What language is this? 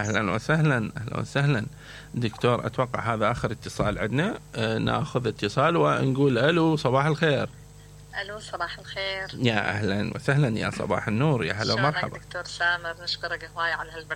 Mesopotamian Arabic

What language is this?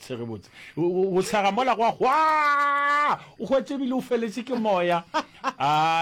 Northern Sotho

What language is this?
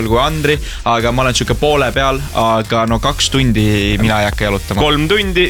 Estonian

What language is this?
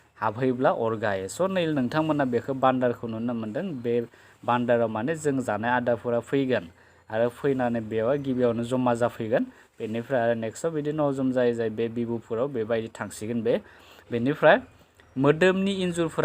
Bodo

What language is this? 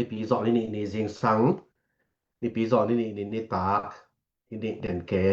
Tedim Chin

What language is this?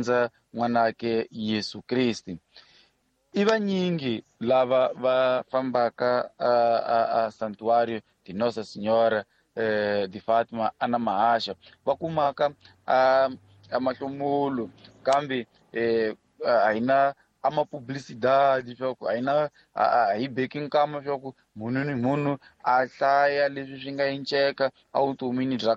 Tsonga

